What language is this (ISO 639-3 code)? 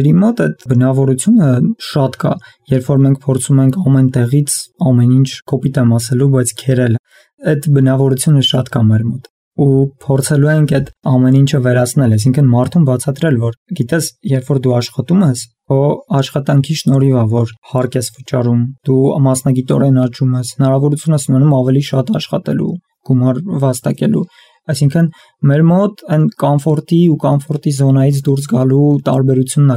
hye